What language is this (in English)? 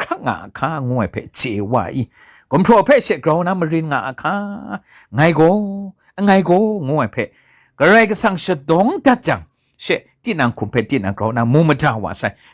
Kachin